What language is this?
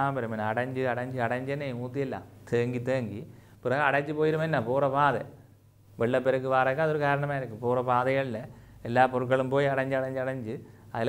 Tamil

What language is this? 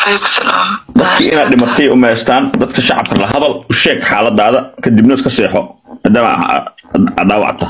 Somali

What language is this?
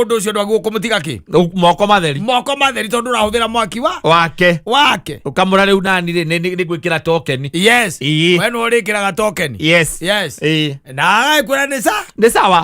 Kikuyu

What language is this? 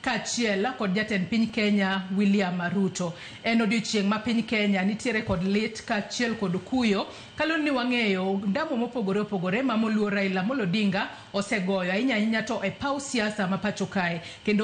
Luo (Kenya and Tanzania)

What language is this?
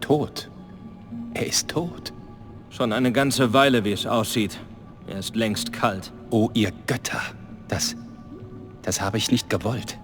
Bavarian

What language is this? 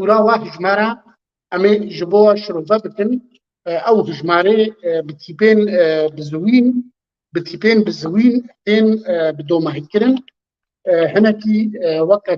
Kurdish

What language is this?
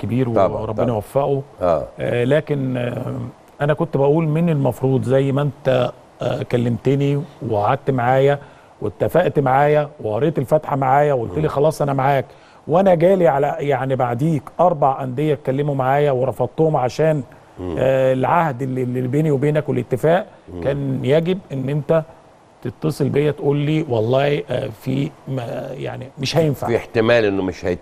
Egyptian Arabic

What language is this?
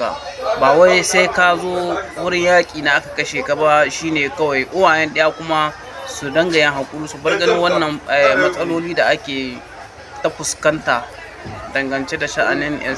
Hausa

